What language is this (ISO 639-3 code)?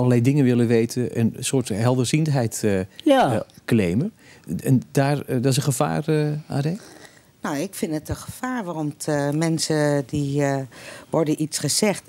nld